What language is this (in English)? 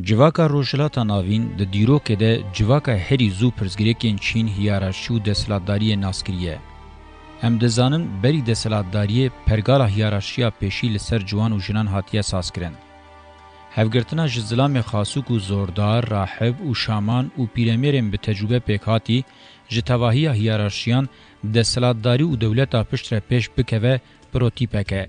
Kurdish